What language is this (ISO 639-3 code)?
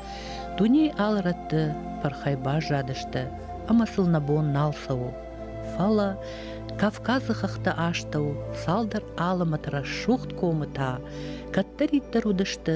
oss